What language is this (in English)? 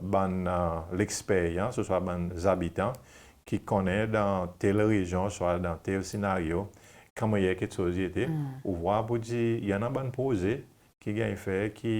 Seselwa Creole French